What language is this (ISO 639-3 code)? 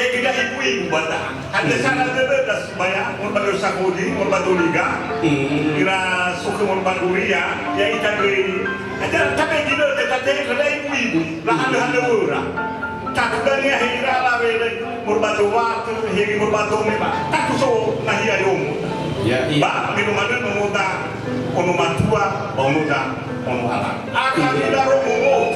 nia